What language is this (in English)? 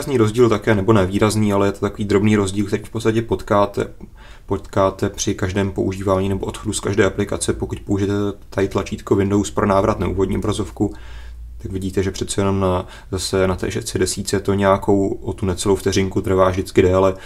Czech